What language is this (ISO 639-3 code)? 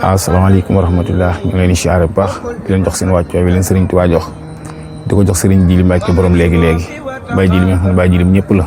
wol